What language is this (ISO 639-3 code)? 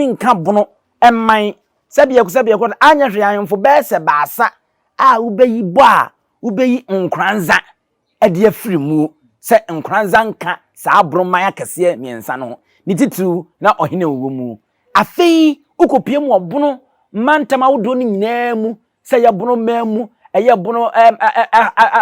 aka